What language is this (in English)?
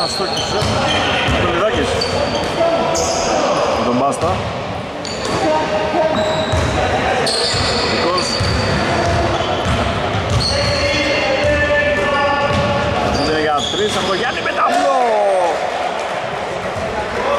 Greek